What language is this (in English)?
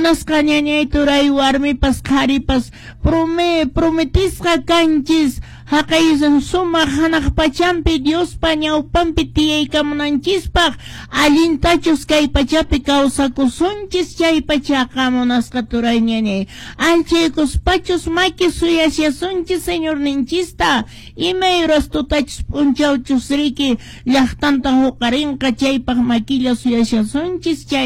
Quechua